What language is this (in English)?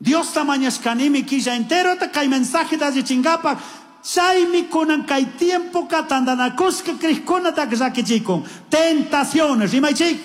Chimborazo Highland Quichua